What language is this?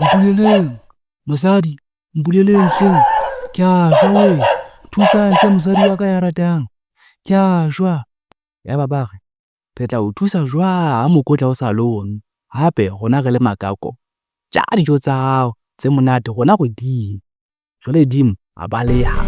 Southern Sotho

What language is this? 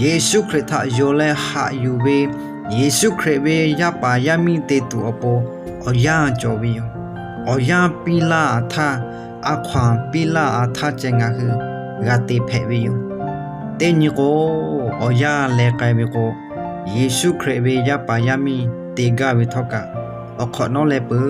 Lahu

